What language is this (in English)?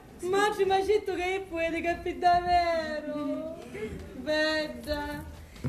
Sicilian